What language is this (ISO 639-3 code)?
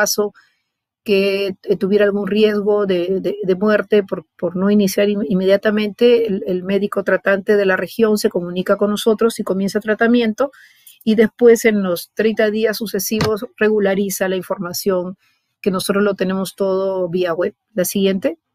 spa